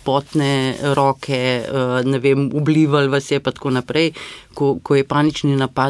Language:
Slovenian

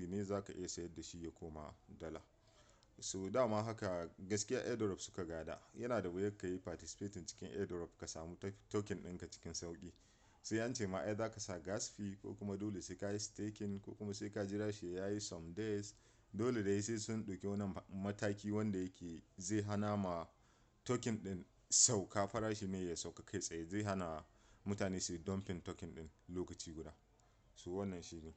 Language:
Hausa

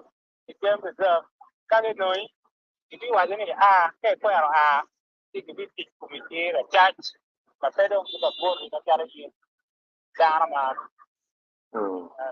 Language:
Acoli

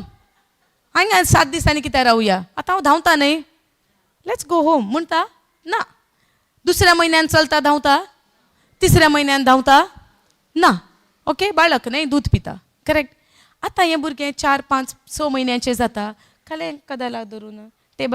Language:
Konkani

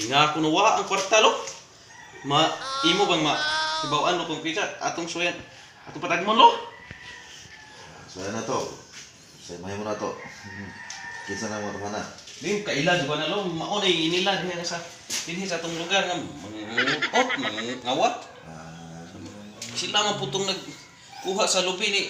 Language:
Cebuano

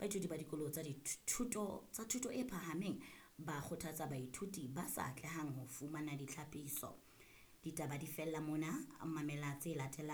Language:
Southern Sotho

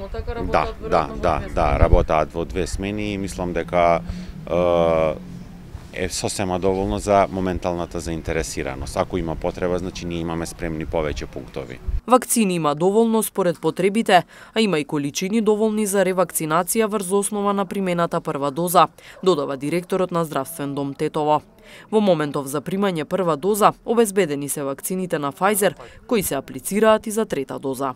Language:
Macedonian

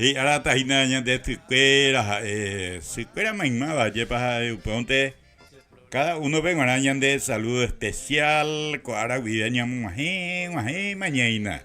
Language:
Guarani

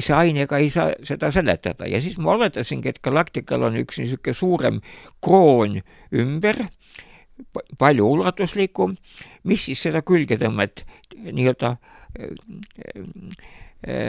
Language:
Estonian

